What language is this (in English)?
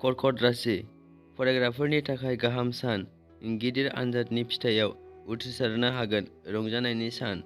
Bodo